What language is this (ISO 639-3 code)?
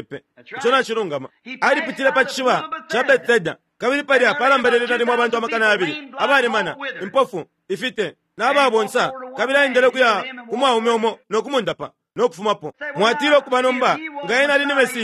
bem